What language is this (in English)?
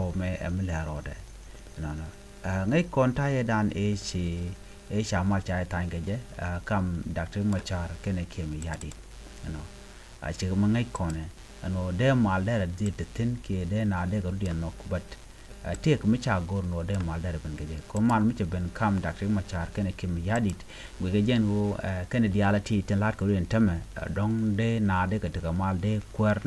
Nuer